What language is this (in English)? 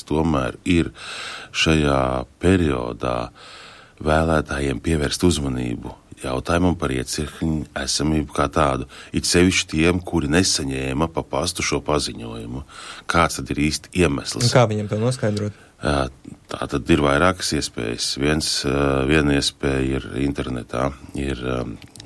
Latvian